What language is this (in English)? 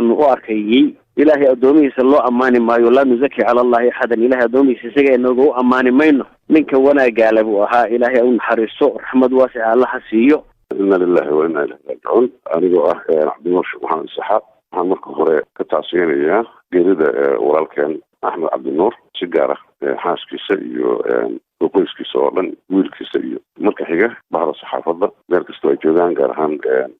Somali